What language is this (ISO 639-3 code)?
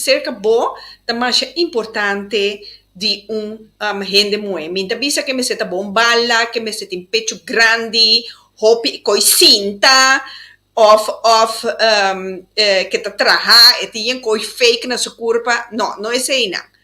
pap